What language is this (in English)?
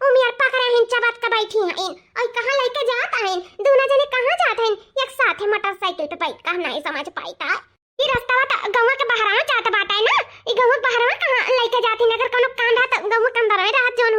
Awadhi